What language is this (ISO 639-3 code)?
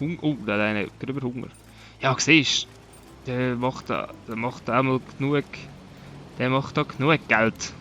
gsw